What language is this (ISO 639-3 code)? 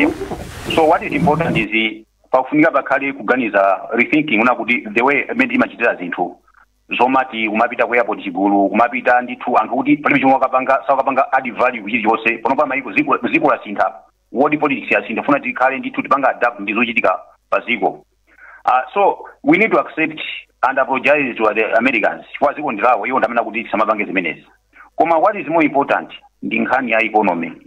nya